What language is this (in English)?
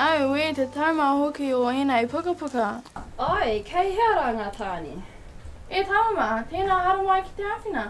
Māori